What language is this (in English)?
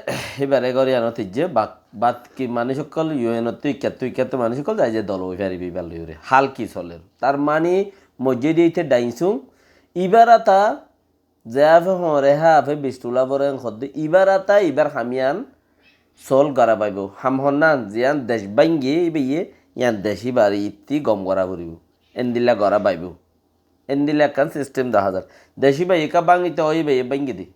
Rohingya